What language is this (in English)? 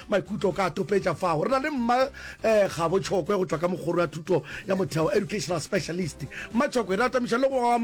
Northern Sotho